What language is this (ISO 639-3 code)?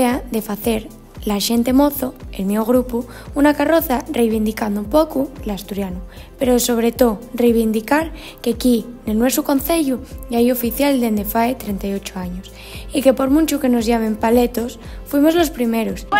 ast